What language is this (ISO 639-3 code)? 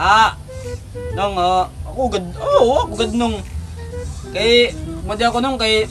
war